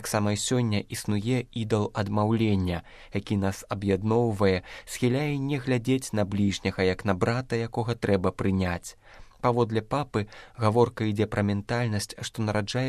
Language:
Belarusian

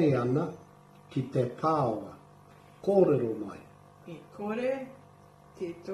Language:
Māori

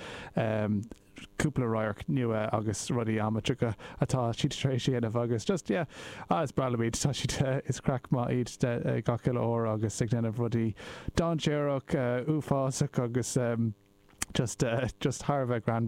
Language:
Irish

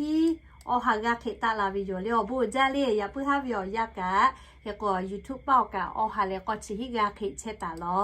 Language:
Lahu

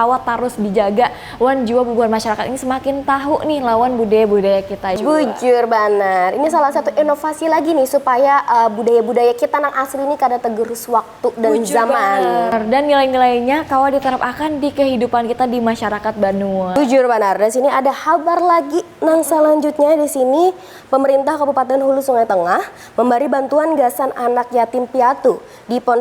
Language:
Banjar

